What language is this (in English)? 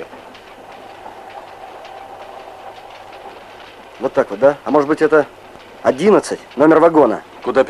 Russian